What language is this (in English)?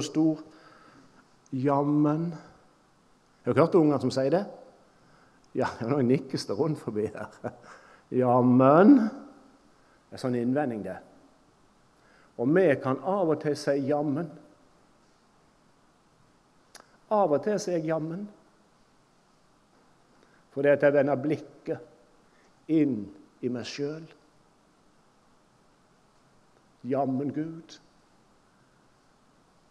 Norwegian